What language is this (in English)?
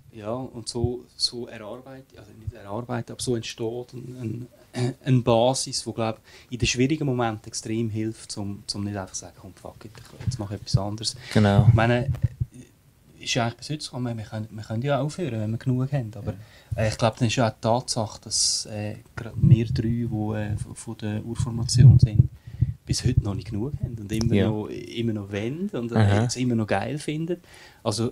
German